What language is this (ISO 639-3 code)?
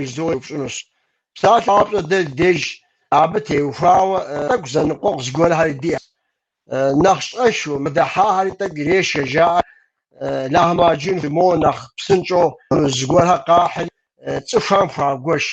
kbd